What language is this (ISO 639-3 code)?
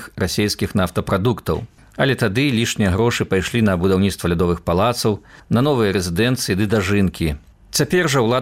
bel